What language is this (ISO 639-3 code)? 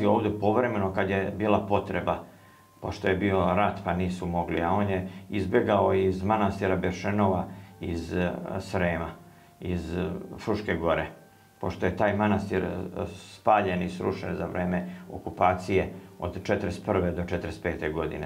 srp